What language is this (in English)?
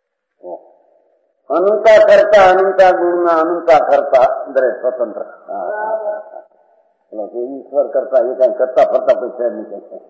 Gujarati